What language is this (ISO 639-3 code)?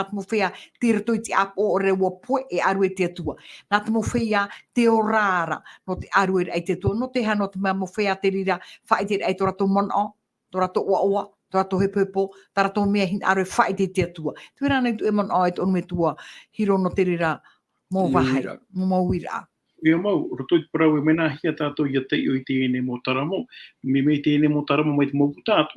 tah